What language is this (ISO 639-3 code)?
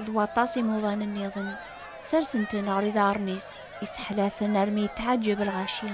kab